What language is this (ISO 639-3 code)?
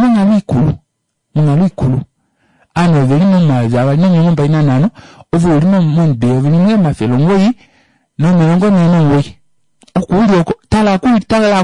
kua